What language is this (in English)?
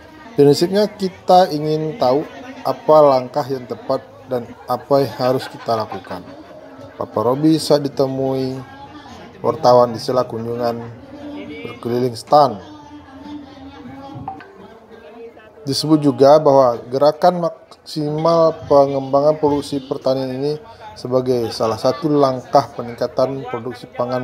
Indonesian